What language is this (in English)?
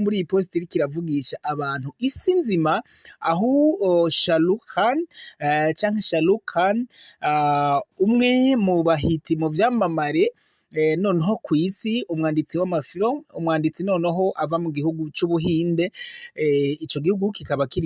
Rundi